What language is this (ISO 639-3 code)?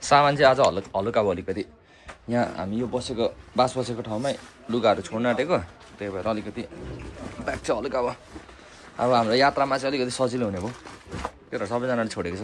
nep